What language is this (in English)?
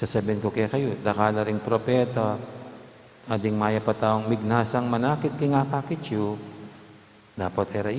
Pampanga